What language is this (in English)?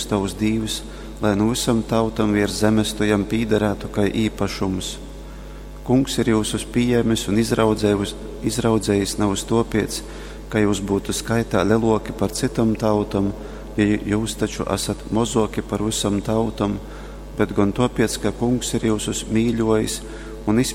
Latgalian